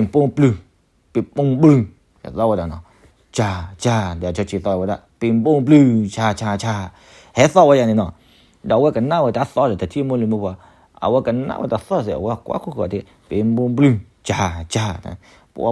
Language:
S'gaw Karen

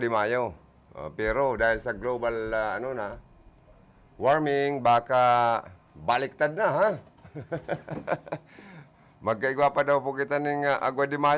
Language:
Bikol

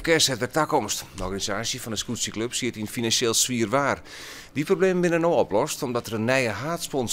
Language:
Western Frisian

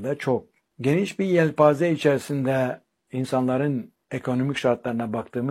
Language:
Turkish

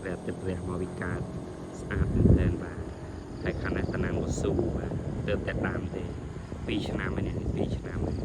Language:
Khmer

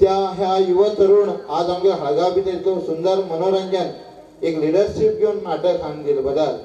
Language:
Konkani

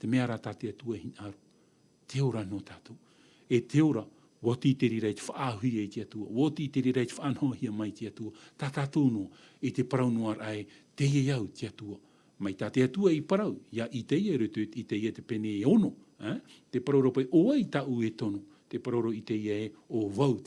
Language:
Tahitian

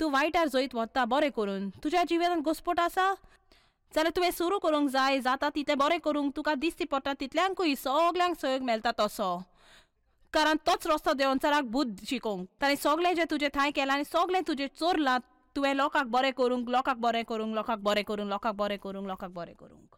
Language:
Konkani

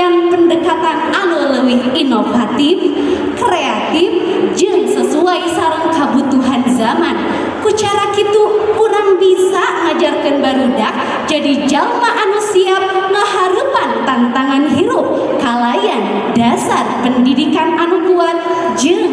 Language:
Sundanese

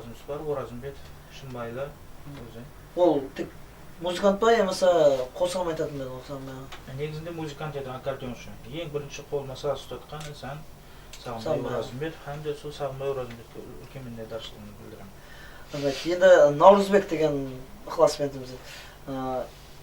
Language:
Kara-Kalpak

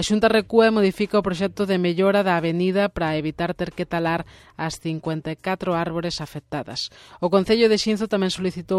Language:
Galician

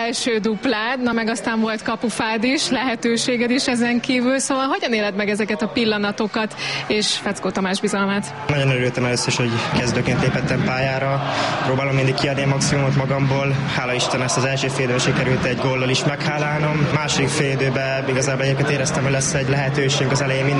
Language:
Hungarian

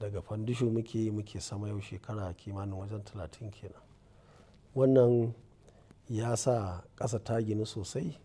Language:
Hausa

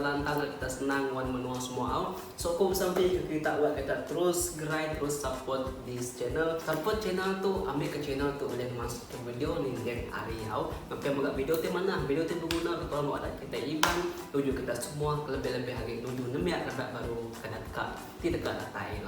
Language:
Iban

